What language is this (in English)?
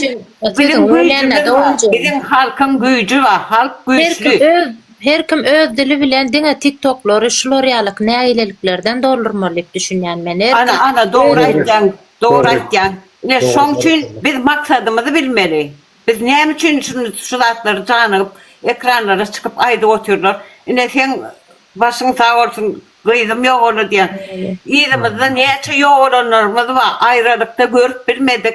Turkmen